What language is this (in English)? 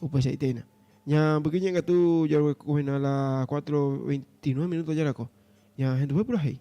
Guarani